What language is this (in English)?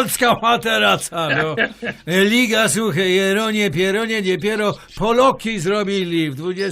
Silesian